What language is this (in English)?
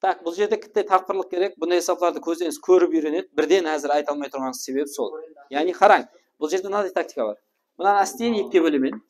Kara-Kalpak